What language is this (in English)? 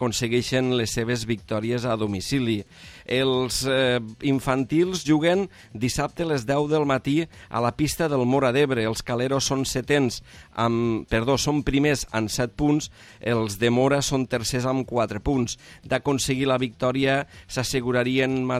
Catalan